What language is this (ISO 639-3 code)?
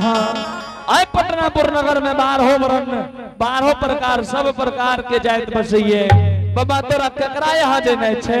anp